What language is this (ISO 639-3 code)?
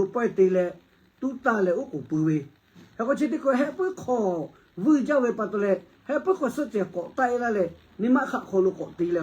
lhu